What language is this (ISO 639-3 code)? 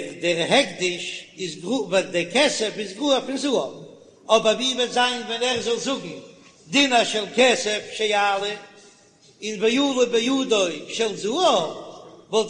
yid